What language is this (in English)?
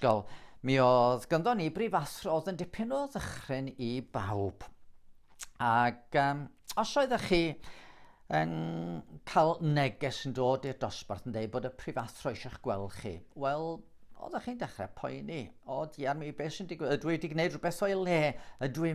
Welsh